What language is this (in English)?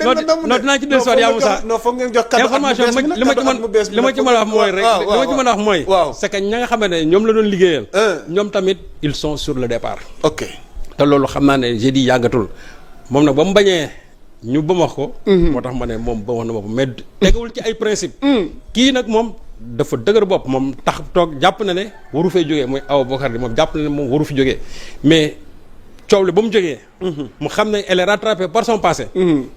Wolof